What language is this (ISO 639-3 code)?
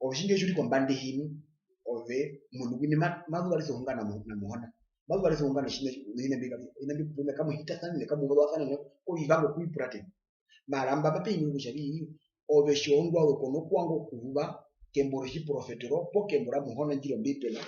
her